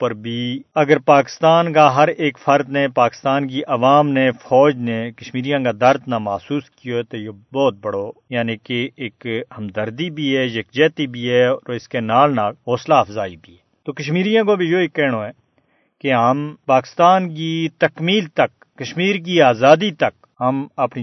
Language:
Gujari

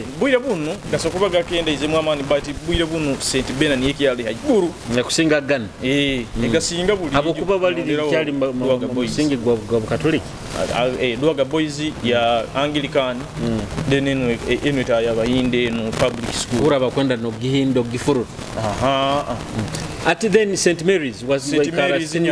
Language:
Nyoro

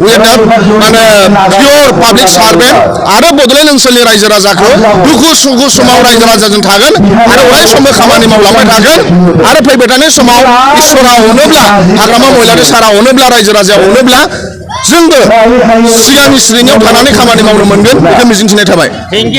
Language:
Bodo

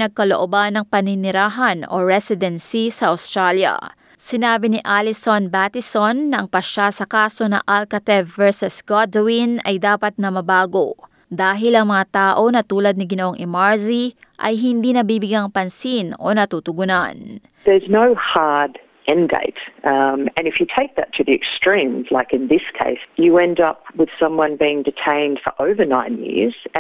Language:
Filipino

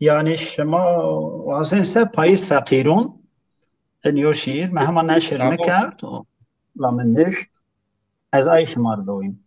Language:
Zaza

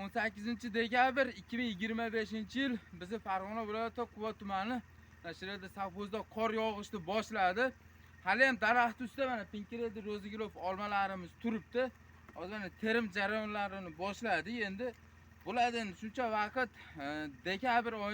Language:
Uzbek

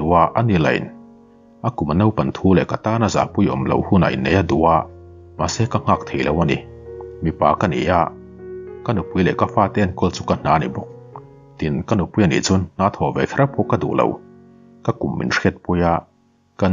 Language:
Mizo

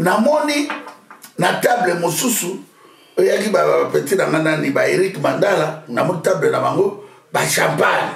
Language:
Lingala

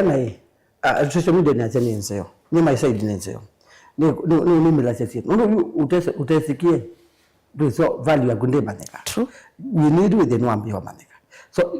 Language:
Kamba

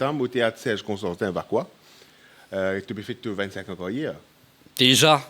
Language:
Morisyen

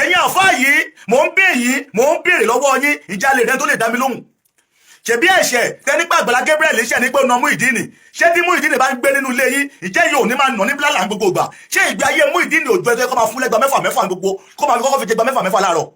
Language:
Yoruba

